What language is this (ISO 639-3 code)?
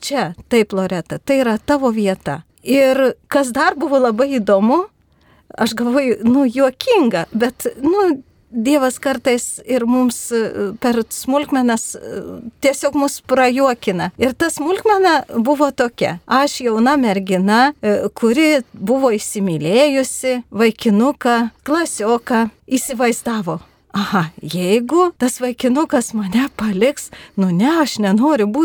lit